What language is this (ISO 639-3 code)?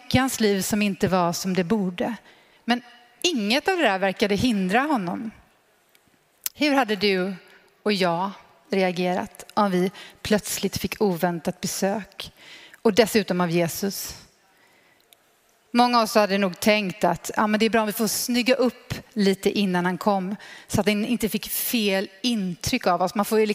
swe